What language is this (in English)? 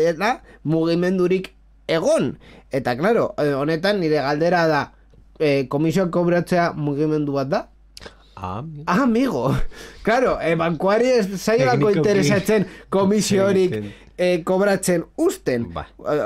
Basque